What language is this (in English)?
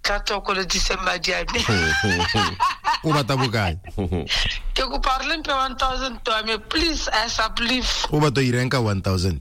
Tswana